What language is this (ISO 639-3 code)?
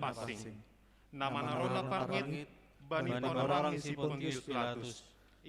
bts